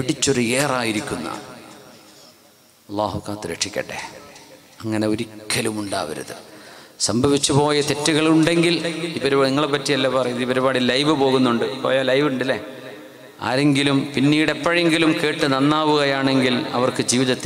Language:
Malayalam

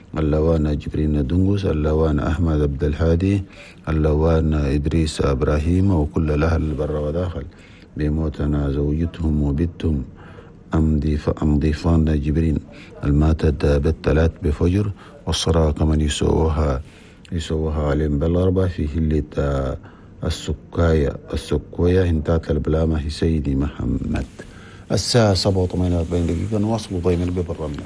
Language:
Chadian Arabic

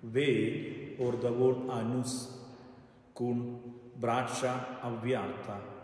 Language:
Romansh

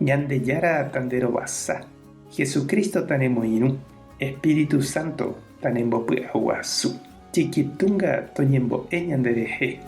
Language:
Guarani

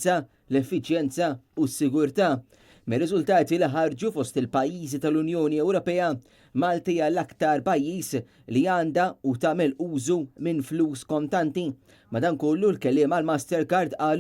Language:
Maltese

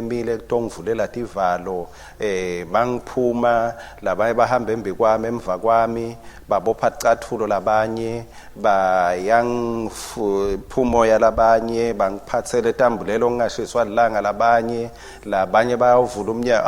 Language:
Swati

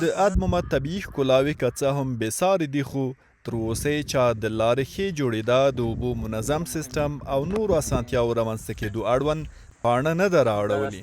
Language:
Pashto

